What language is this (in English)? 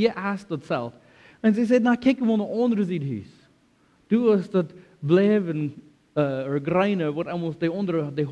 Plautdietsch